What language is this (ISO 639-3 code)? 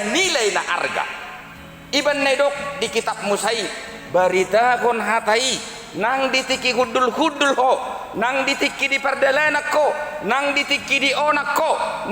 bbc